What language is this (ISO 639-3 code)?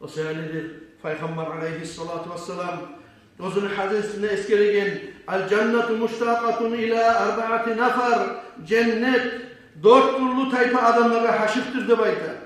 kum